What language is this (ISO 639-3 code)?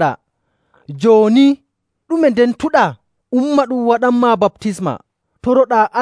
fuv